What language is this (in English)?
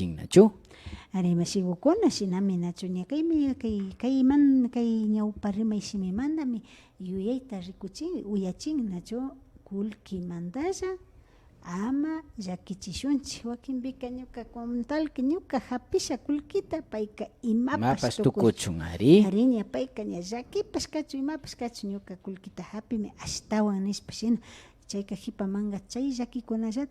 Imbabura Highland Quichua